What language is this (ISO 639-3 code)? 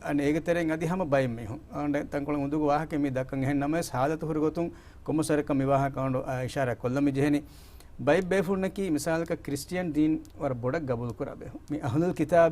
div